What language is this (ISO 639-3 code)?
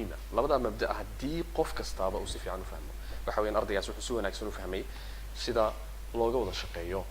som